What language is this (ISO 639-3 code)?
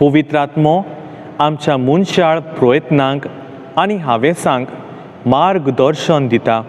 kok